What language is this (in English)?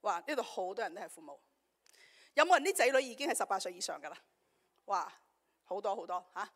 Cantonese